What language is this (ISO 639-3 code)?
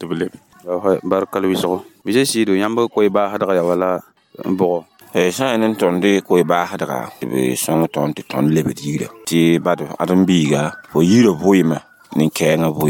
mos